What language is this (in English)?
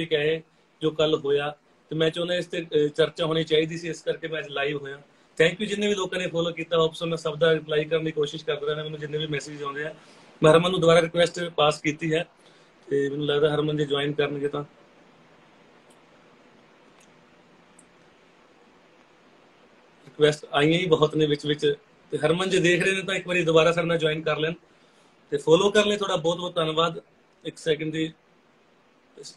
Punjabi